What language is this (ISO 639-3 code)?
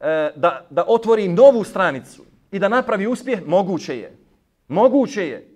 bos